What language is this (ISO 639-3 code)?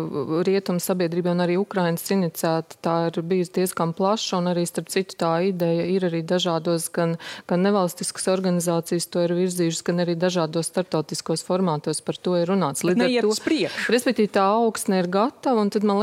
lav